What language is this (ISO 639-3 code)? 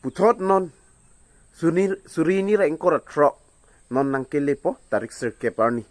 mjw